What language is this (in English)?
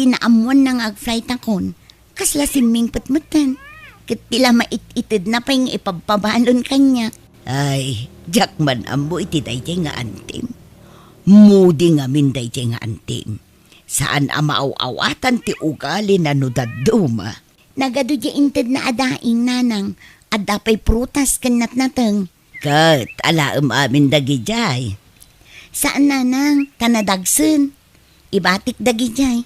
Iloko